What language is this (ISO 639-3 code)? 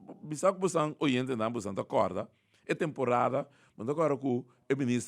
pap